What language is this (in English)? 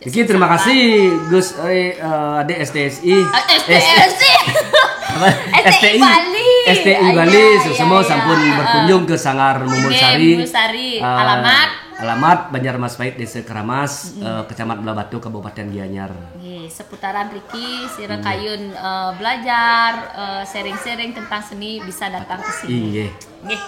Balinese